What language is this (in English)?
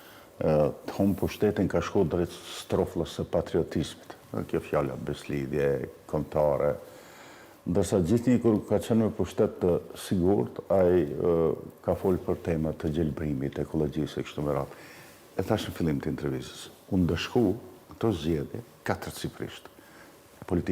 Albanian